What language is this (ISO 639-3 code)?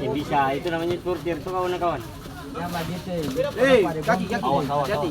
abs